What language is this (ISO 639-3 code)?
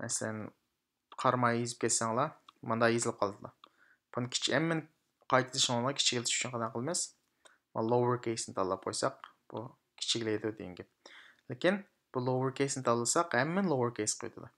uig